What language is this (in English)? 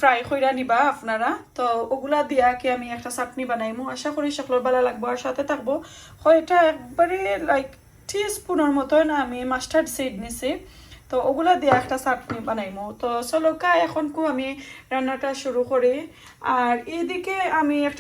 Sylheti